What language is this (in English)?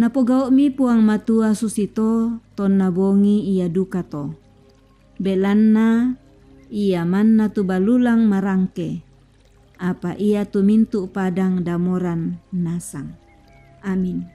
Toraja-Sa'dan